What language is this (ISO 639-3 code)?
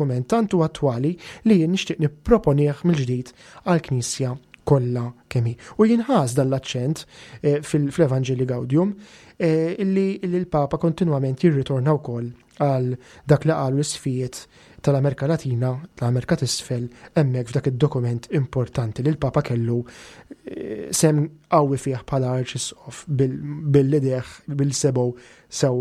mlt